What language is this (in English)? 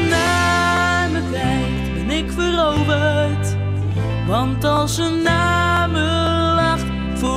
Dutch